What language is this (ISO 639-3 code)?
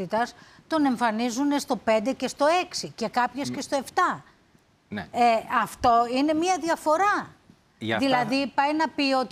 ell